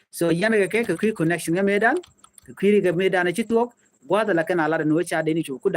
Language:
Nuer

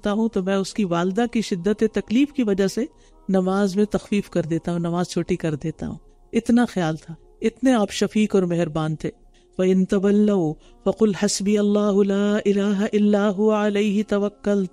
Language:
Urdu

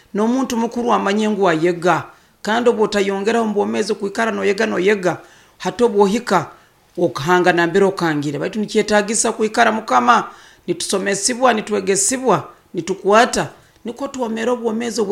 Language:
Nyoro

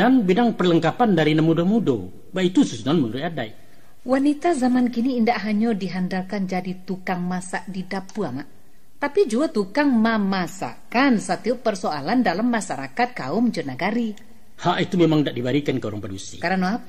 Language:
Minangkabau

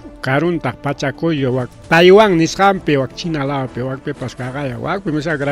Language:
Ayacucho Quechua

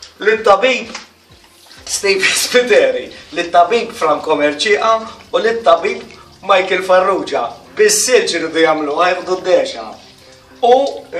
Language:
Maltese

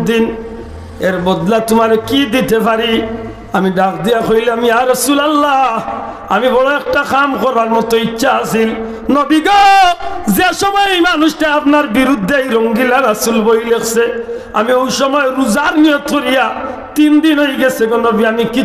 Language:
Sylheti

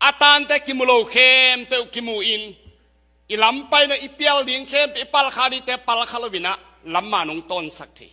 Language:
Tedim Chin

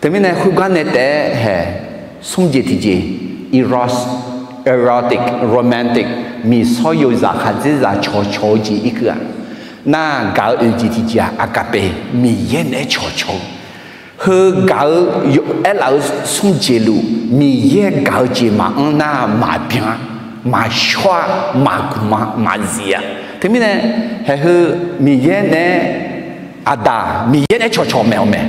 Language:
Akha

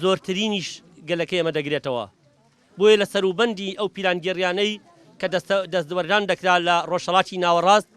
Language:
Central Kurdish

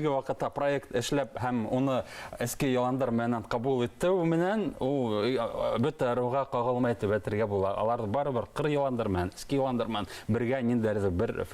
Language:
Bashkir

